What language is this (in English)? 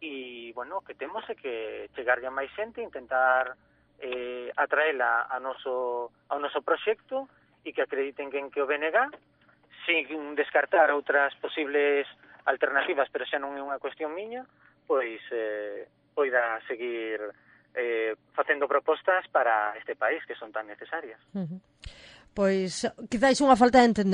Galician